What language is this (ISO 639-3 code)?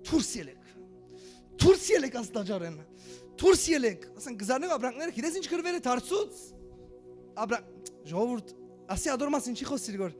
hyw